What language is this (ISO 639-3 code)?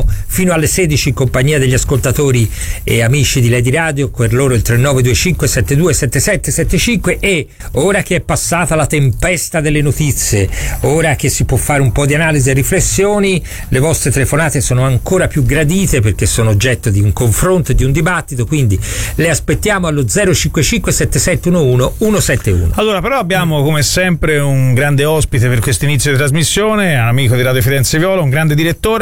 ita